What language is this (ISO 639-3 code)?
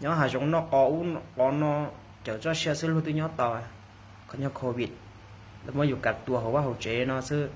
hmn